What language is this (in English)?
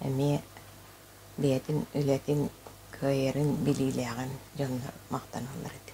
Yakut